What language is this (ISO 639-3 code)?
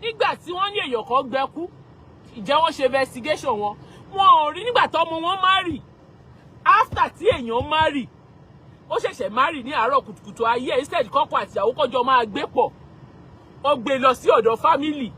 yor